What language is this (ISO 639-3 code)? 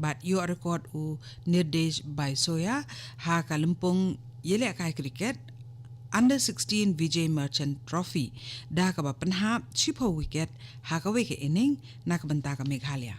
kha